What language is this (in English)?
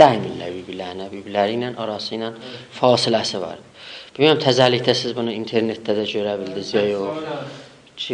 South Azerbaijani